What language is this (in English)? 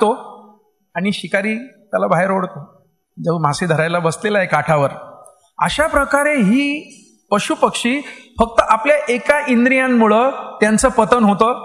Marathi